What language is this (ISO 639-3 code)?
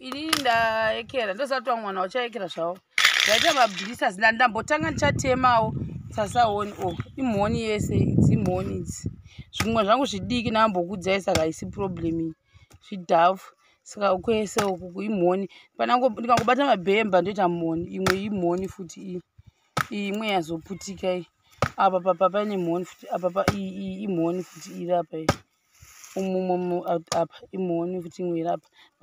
sna